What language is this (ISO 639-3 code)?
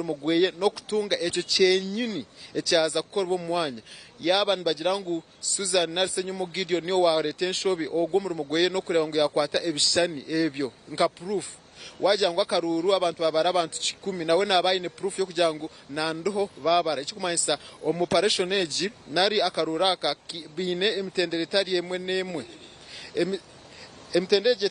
nyn